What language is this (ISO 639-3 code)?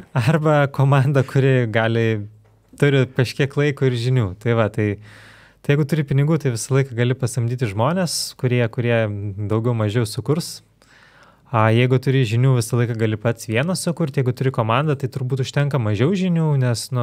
lit